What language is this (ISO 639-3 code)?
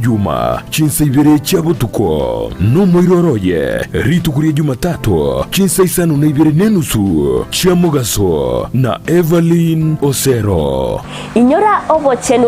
guz